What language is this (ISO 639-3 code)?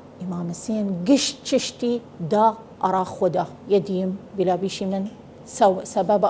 sdh